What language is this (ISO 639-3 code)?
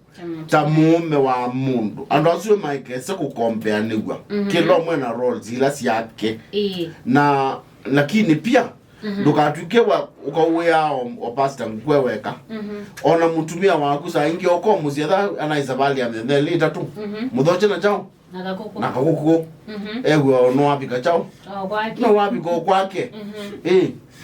kam